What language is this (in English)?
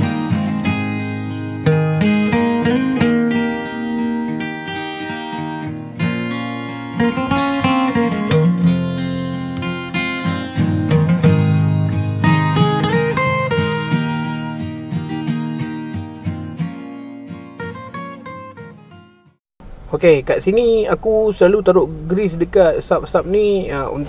Malay